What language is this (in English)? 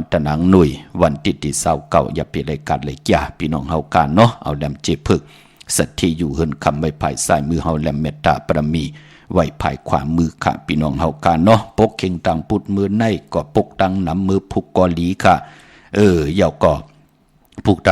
Shan